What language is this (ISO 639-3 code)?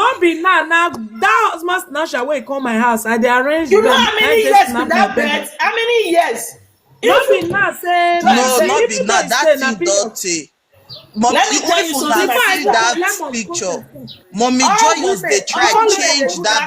pcm